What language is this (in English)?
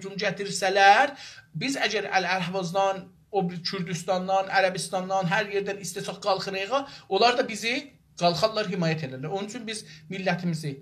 South Azerbaijani